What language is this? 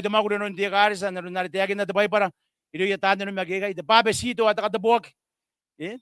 Gilbertese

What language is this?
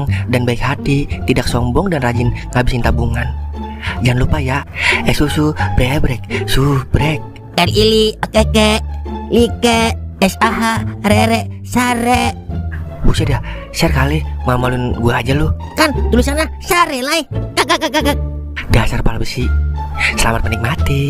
Betawi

